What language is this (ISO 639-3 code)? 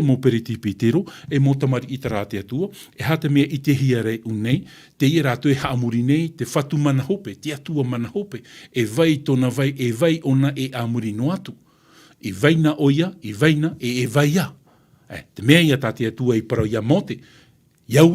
tah